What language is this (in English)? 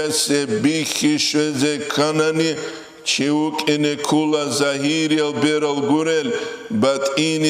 Avaric